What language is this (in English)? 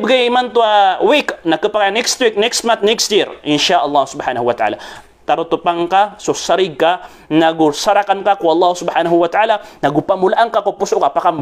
Maranao